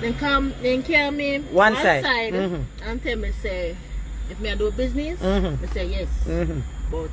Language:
Jamaican Creole English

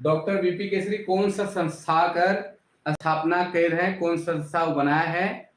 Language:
Sadri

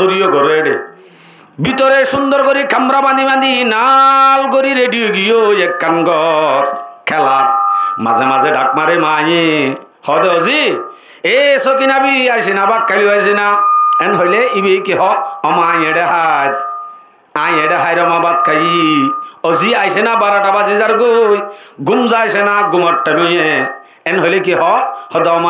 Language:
Rohingya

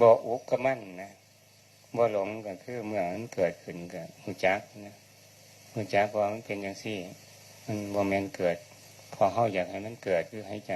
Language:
Northeastern Thai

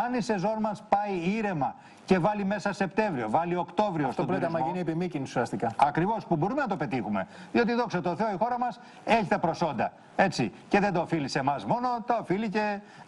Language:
Greek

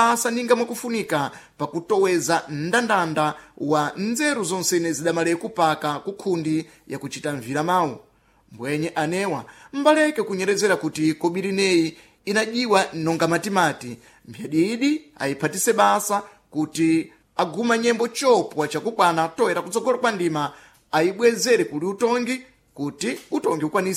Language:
Sena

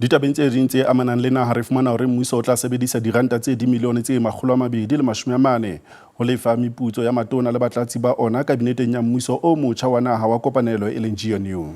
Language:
Southern Sotho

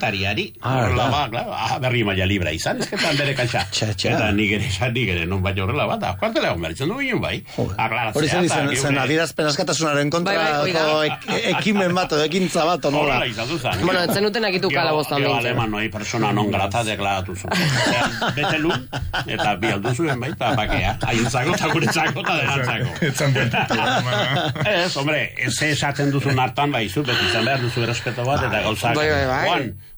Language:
Basque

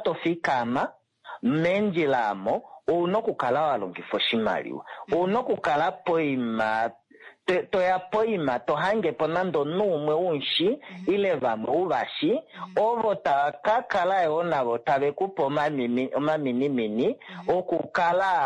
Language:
Kuanyama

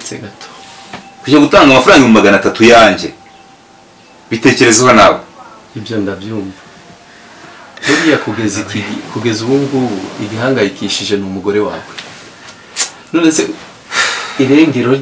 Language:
Kinyarwanda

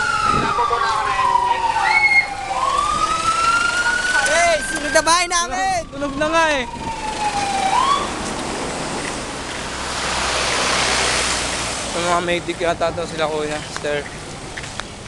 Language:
Filipino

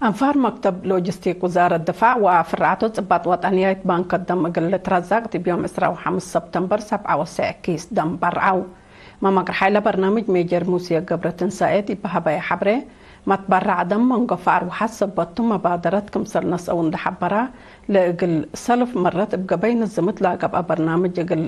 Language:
Tigre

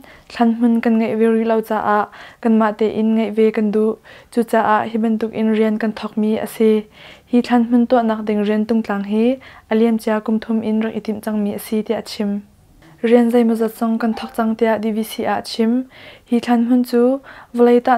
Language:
Hakha Chin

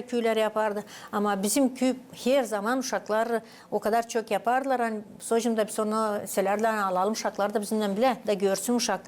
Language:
Gagauz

